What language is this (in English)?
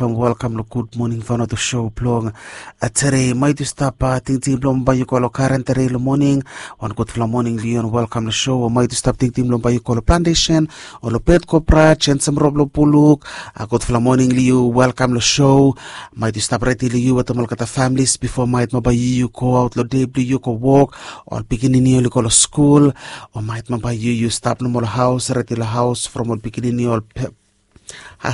Bislama